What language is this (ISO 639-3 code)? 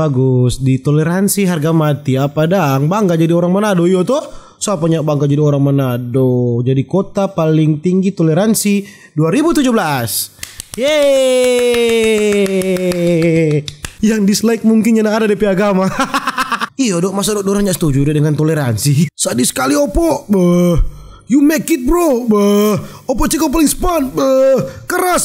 xmm